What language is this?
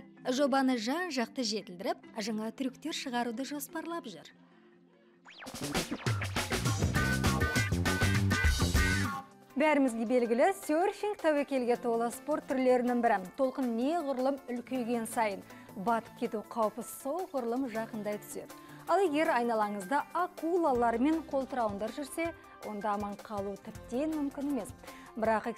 Kazakh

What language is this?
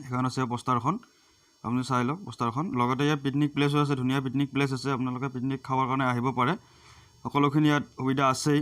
Assamese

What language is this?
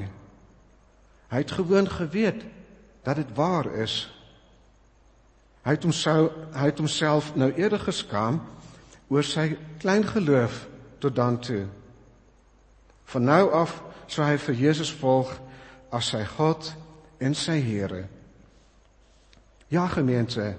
Afrikaans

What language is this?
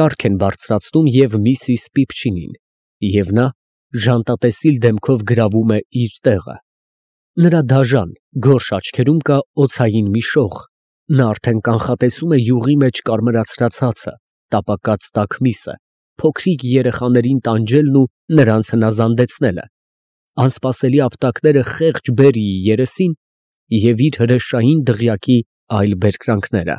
Armenian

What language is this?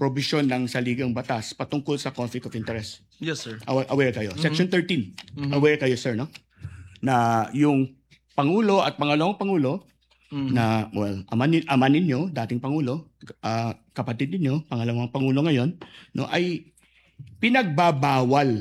Filipino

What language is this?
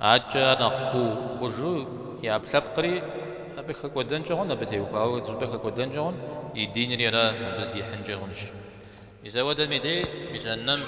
Kabardian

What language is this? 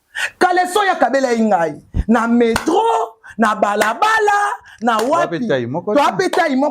Lingala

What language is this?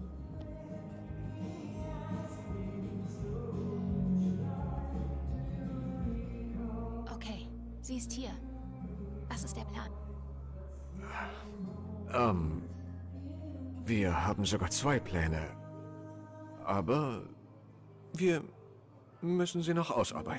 German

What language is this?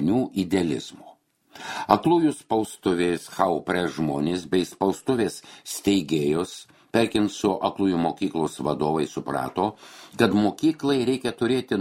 Lithuanian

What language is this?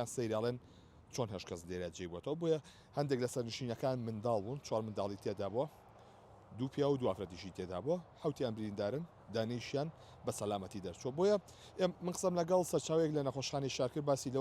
Central Kurdish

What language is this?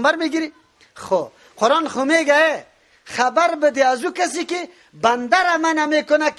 Persian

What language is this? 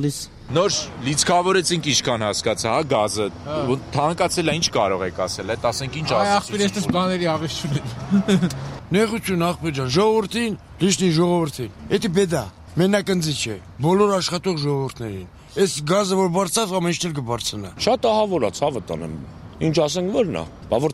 Armenian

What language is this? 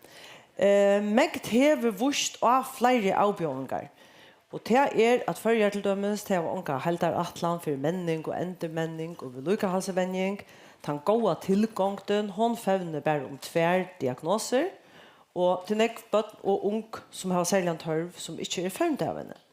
Faroese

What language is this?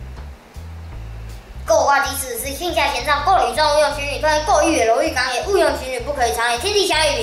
Literary Chinese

